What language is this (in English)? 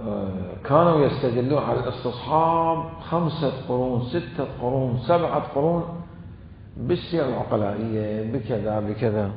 Mesopotamian Arabic